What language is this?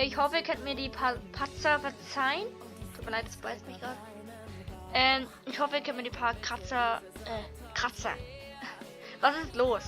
Swiss German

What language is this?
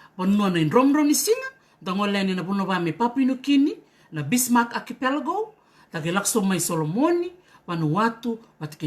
Fijian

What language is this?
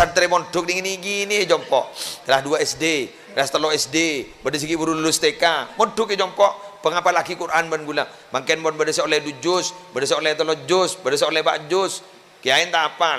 Madurese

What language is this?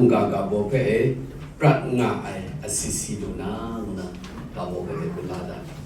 Kachin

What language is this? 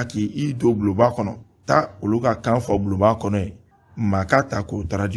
Bambara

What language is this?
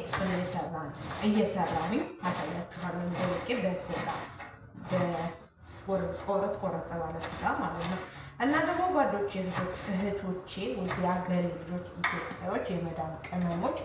Amharic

